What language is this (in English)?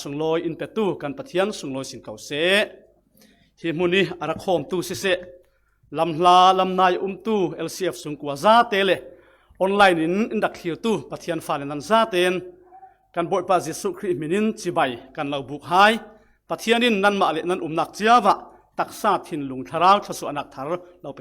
Falam Chin